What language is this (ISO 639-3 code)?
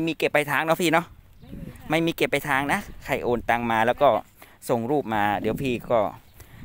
tha